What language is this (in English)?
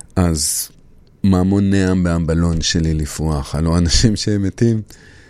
Hebrew